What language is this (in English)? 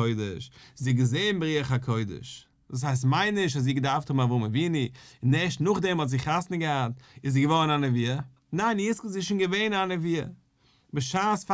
Yiddish